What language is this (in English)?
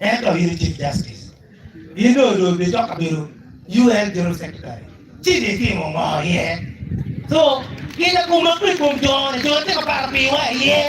Acoli